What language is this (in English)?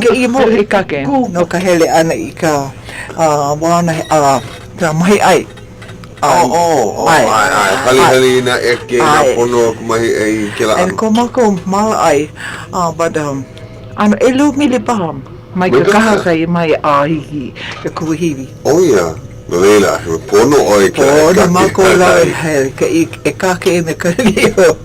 Hawaiian